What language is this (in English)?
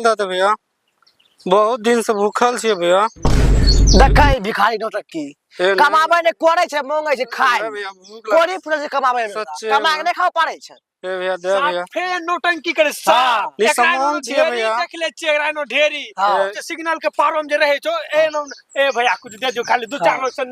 Angika